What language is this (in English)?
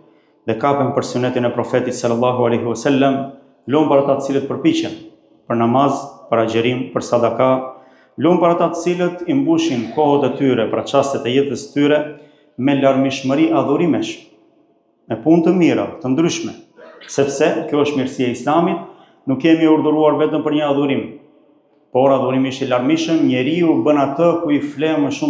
Albanian